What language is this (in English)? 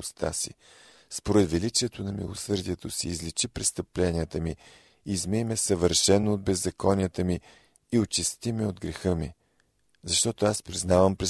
Bulgarian